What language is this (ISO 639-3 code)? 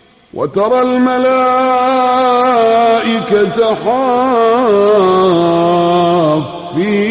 ara